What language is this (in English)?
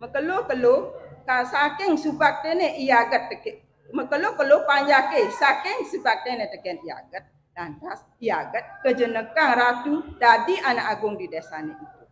Balinese